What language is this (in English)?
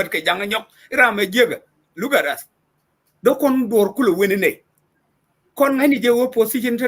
Nuer